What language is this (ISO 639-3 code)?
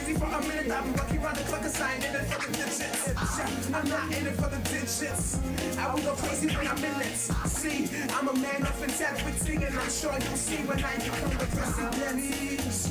pcm